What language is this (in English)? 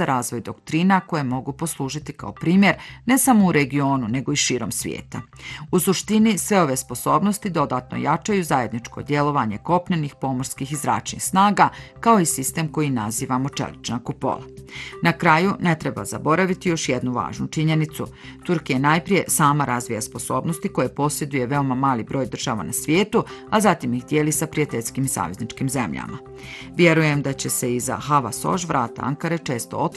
Bosnian